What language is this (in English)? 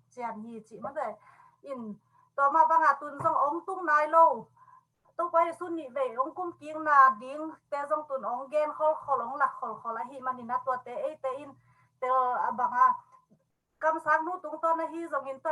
Tedim Chin